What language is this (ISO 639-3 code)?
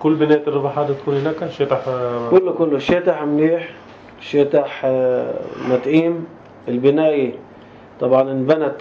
apc